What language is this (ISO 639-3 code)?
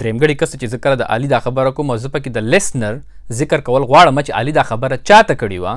pus